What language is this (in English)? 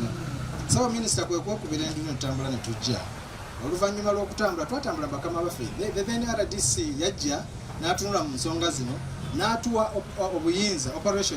Ganda